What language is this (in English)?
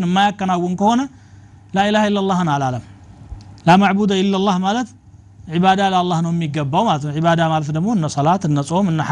Amharic